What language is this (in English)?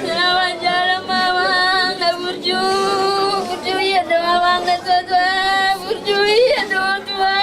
Batak Toba